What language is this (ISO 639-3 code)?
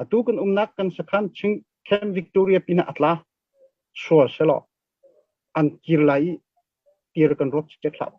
cnh